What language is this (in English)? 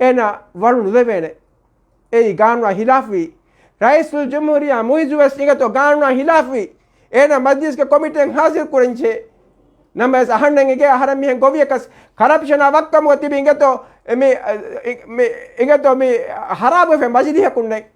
Divehi